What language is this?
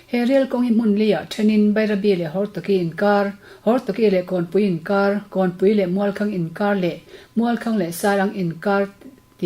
Mizo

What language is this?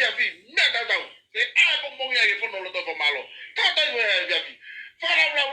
Tongan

